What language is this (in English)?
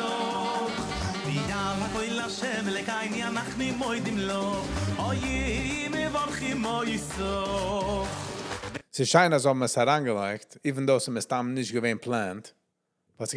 Yiddish